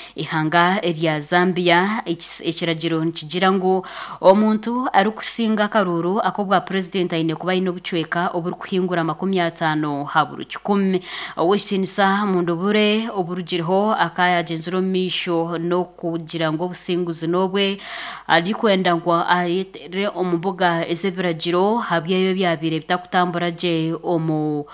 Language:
Nyankole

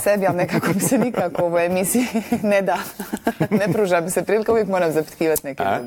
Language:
Bosnian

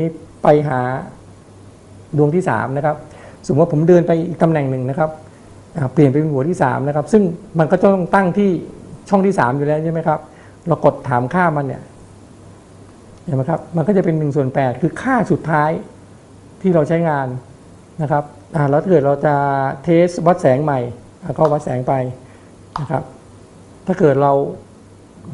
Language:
Thai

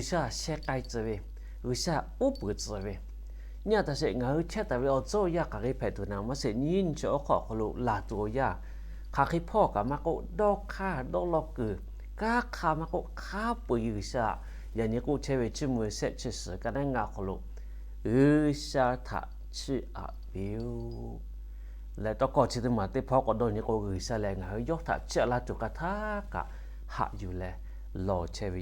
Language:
Lahu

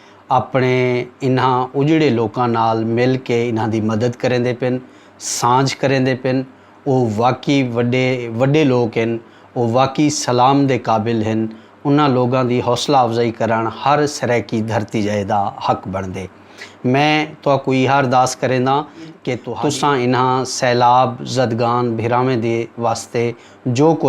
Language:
Saraiki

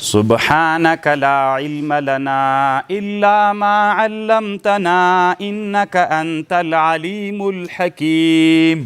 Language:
Pashto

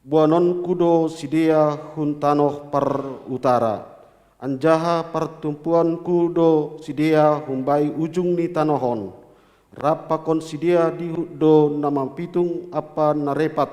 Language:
Batak Simalungun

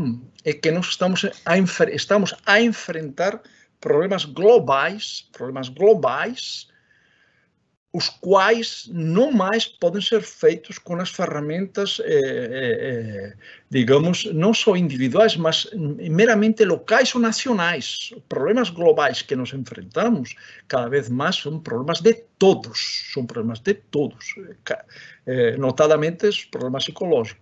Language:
Portuguese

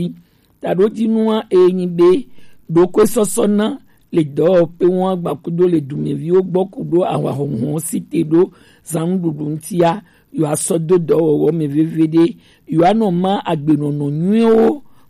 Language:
Gen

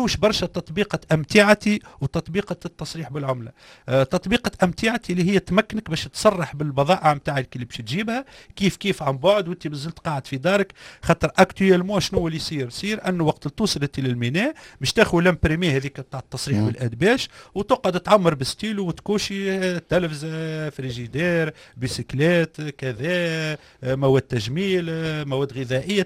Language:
Tunisian Arabic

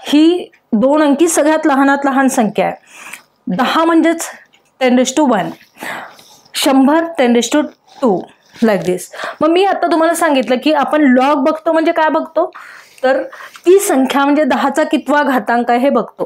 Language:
Marathi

